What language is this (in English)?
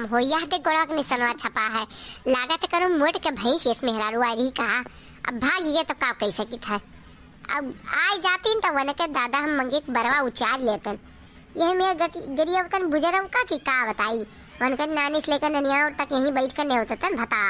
Awadhi